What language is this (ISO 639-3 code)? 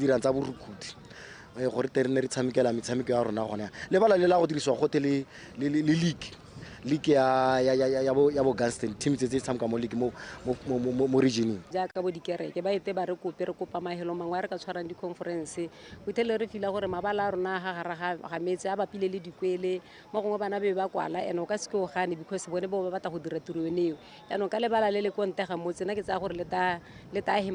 tsn